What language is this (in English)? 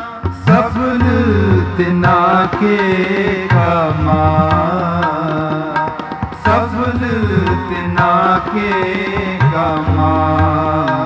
Punjabi